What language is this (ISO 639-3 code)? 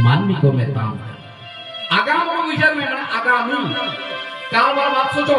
sat